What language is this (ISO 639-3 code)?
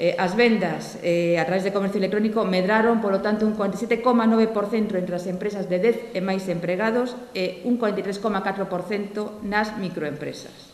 glg